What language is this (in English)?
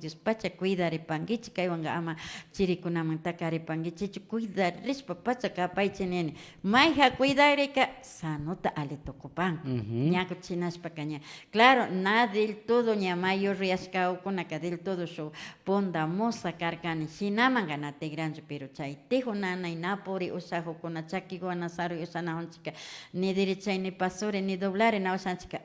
Imbabura Highland Quichua